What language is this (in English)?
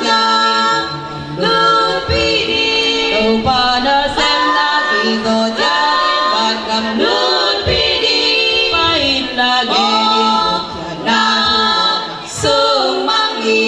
Tedim Chin